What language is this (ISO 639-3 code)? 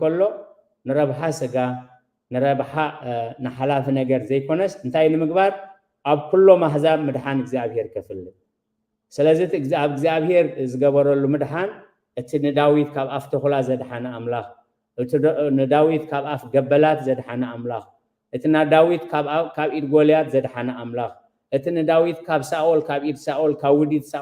tir